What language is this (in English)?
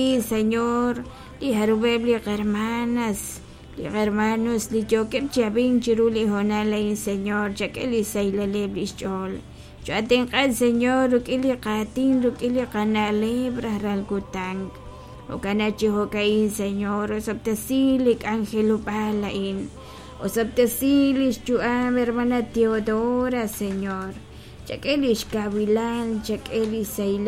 Kekchí